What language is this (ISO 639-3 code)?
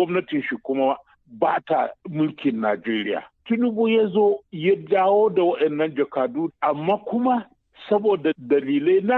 hau